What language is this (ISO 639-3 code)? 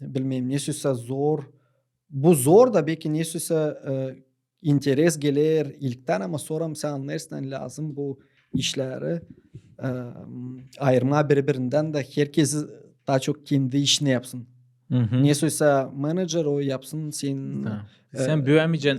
gag